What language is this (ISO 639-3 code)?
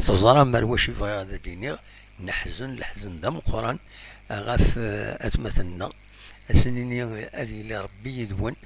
kab